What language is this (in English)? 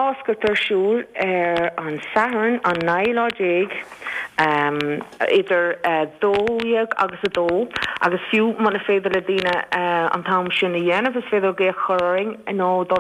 Irish